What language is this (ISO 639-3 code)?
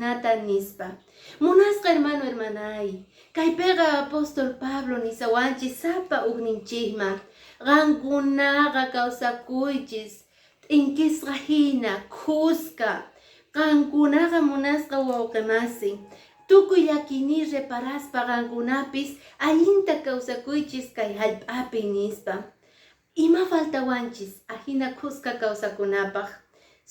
que